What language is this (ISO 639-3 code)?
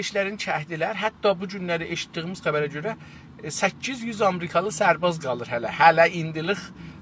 azb